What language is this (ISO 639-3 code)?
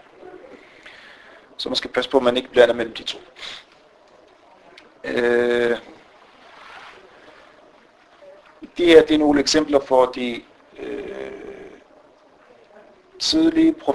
dan